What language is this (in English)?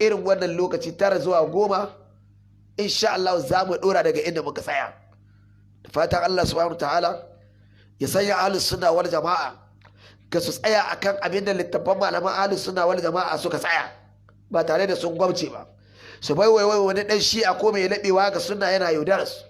Hausa